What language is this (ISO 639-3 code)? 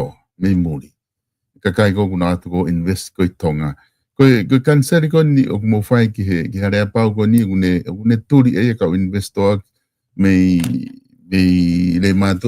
ton